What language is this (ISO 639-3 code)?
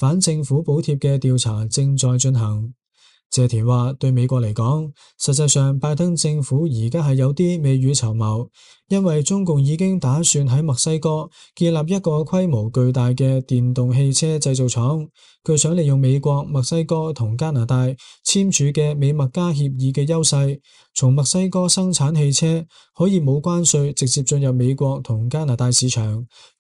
yue